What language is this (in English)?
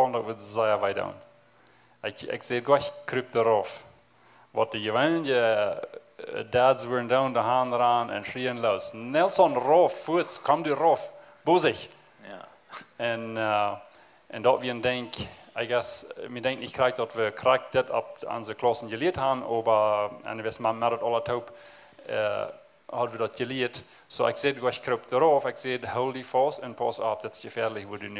Plautdietsch